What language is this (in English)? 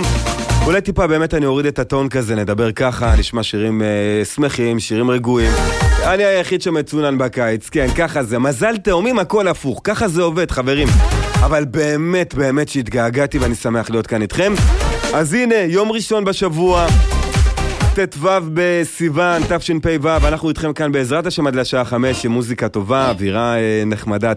Hebrew